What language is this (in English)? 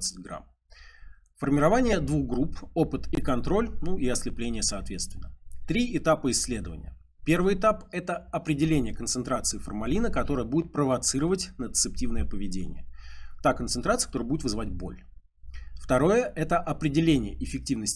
Russian